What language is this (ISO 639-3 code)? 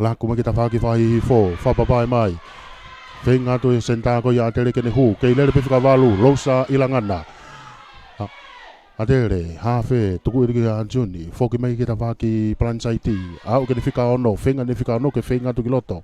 ton